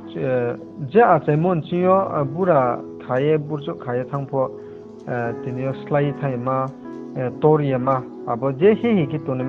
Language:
Riang (India)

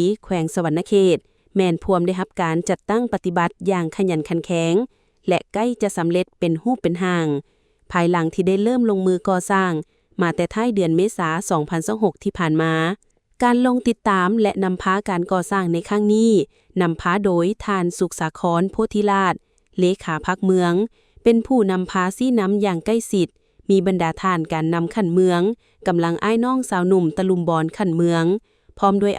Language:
Lao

